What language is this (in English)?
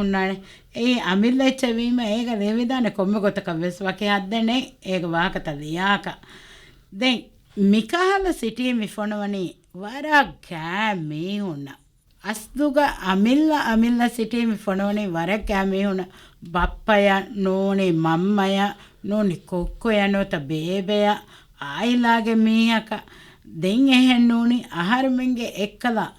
Divehi